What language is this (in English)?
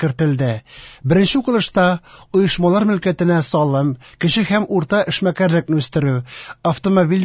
Tatar